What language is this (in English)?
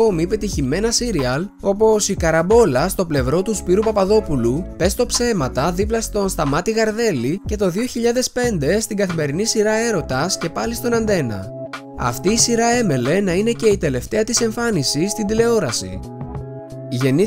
Greek